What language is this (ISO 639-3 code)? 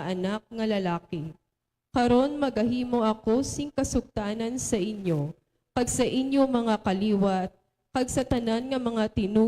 hil